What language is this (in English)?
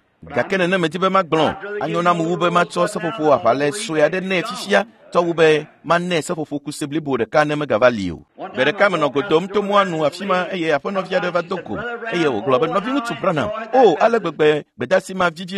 Ewe